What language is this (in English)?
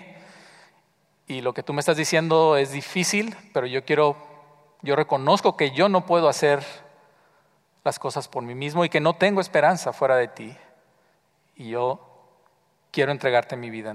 Spanish